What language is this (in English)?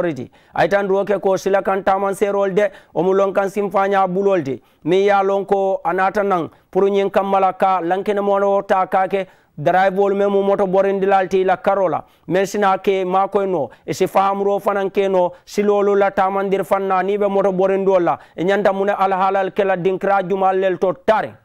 Mandingo